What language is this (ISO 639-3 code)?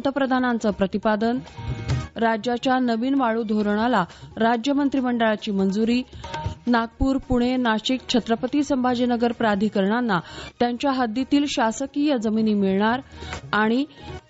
mar